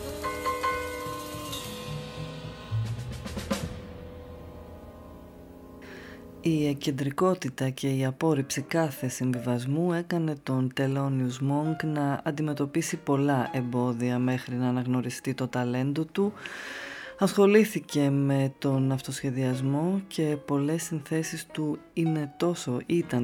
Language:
Greek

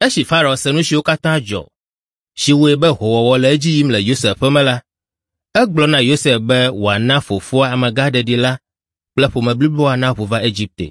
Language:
Ewe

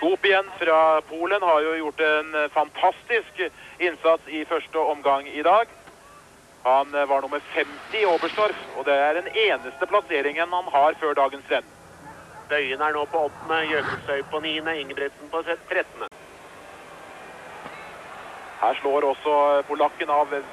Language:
Norwegian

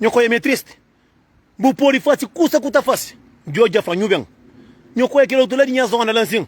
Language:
Kabuverdianu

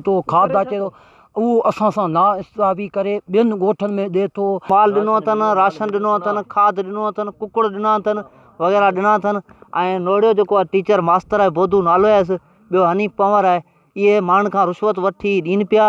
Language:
Sindhi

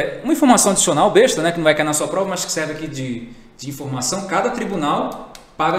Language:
Portuguese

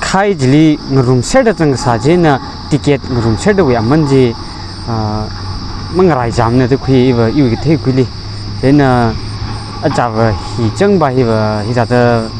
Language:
Tangkhul Naga (India)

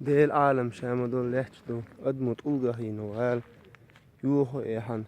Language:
Chechen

